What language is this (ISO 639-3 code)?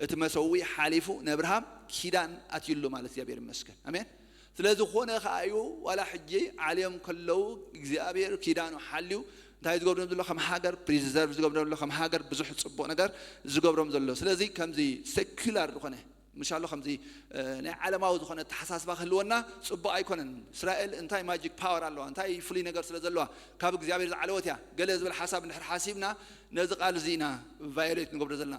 tir